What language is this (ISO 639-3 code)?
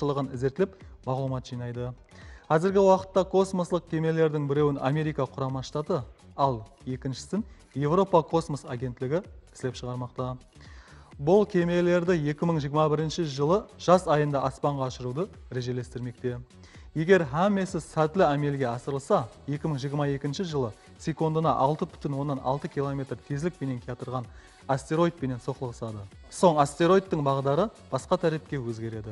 kaa